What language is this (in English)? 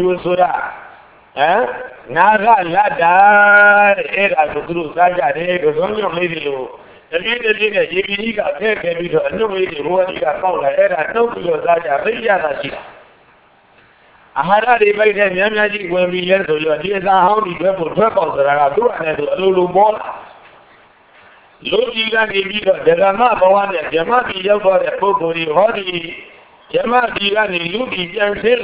Burmese